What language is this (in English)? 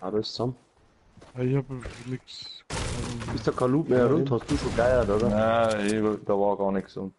Bavarian